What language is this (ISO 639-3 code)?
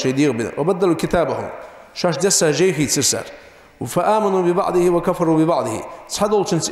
inh